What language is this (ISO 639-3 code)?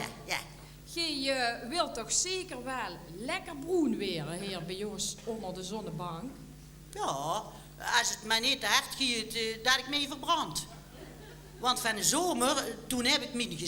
lim